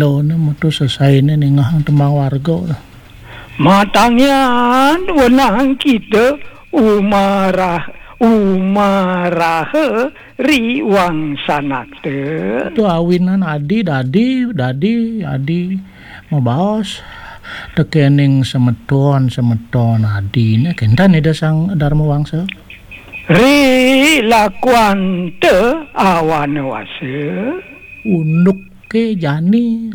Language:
Balinese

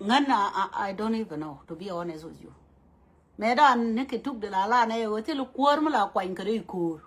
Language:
Nuer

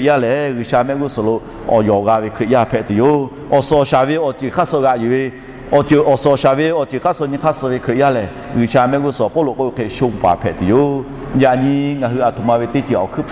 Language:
Lahu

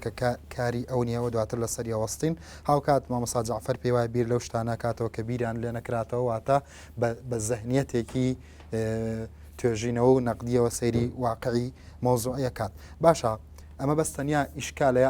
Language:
Central Kurdish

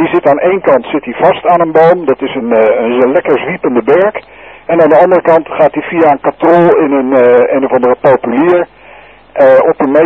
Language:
Dutch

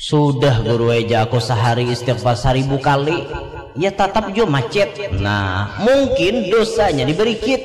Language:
Banjar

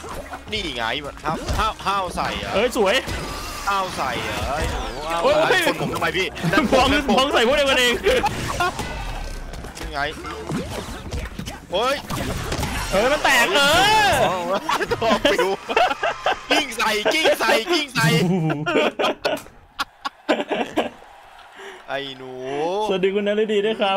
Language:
Thai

